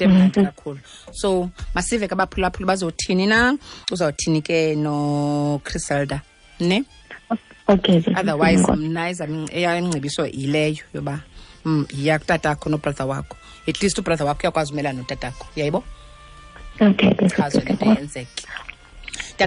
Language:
Xhosa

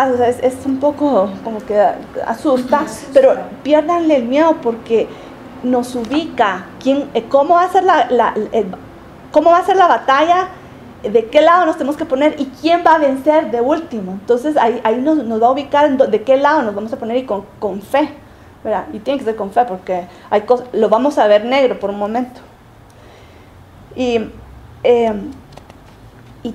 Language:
Spanish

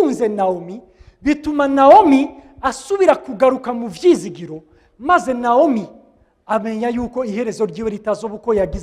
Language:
Rundi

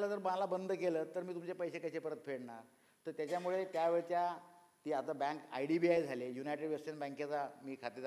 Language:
Marathi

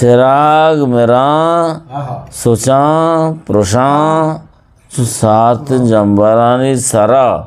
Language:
Eastern Balochi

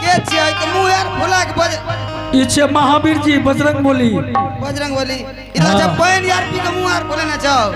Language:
Angika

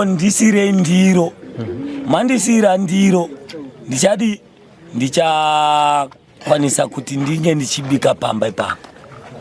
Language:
Shona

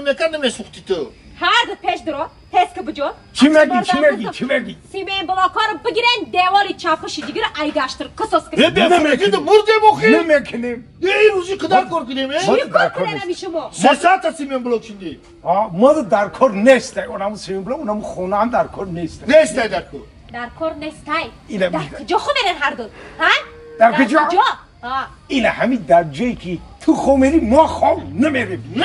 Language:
Tajik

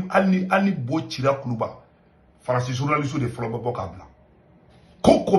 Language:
Bambara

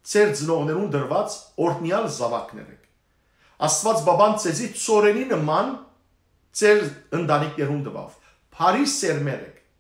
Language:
Western Armenian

